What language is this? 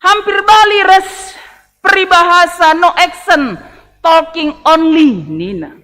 Batak Karo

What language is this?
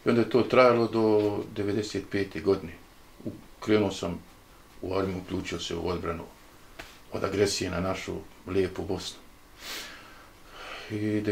Bosnian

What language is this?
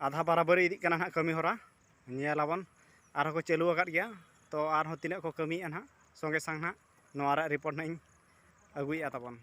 Santali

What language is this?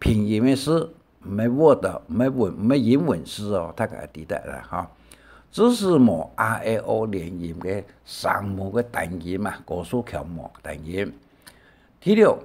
Hakka Chinese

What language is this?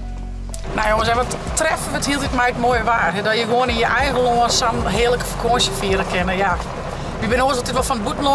Western Frisian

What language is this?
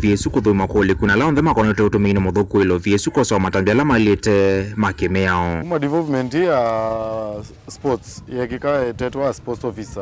Kamba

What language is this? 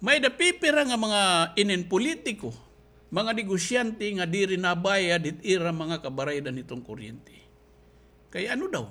Waray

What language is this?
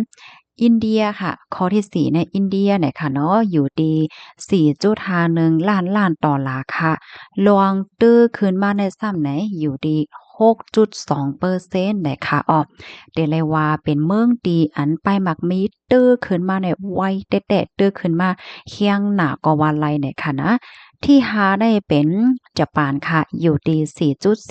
Shan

